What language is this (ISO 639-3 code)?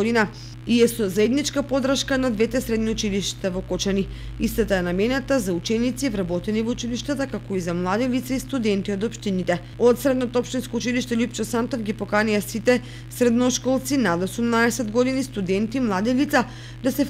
mkd